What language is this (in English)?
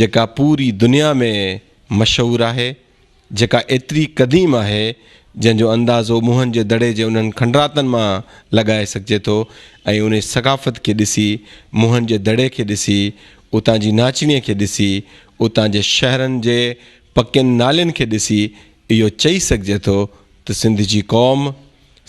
Sindhi